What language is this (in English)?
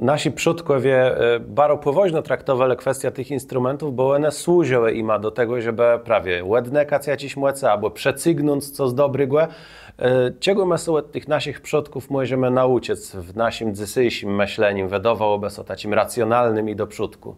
Kashubian